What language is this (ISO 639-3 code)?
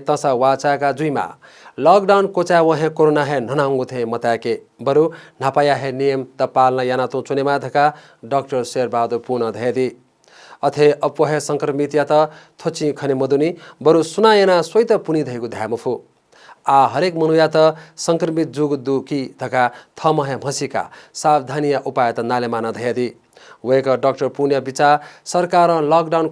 new